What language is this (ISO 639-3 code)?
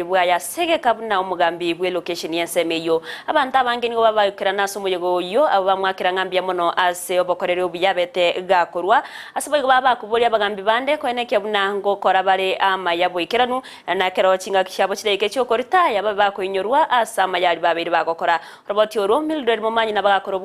guz